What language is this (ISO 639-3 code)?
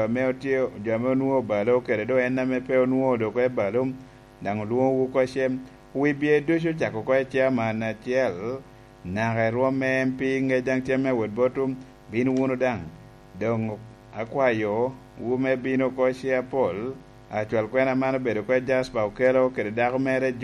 laj